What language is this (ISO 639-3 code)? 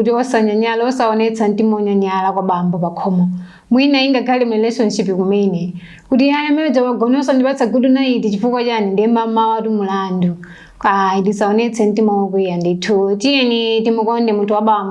nya